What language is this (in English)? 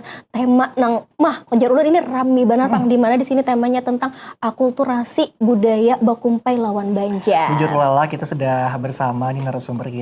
Banjar